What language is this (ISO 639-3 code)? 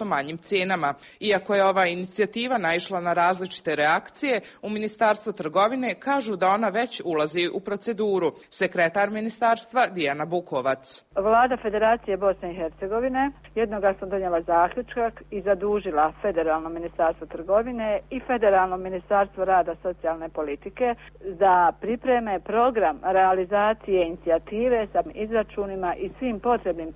hrv